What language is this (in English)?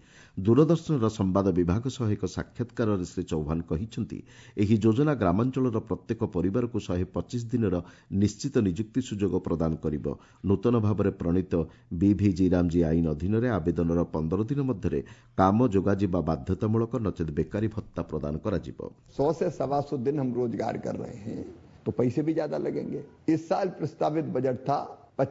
Odia